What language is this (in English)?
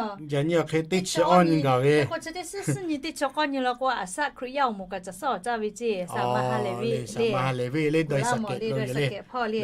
Lahu